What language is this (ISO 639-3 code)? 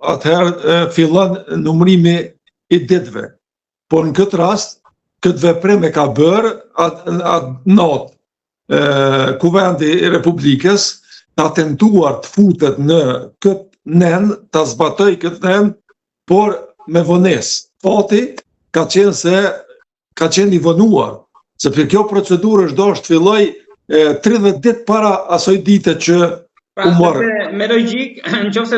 sqi